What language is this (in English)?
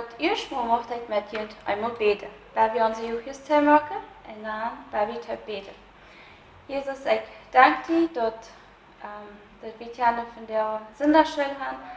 Plautdietsch